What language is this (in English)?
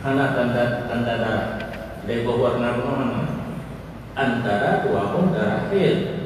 Achinese